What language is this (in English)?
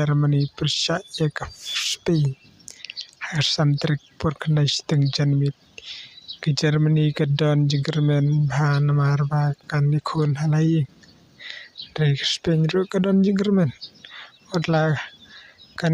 Khasi